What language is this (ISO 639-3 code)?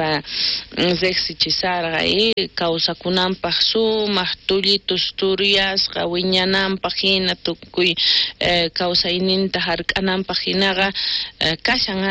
quh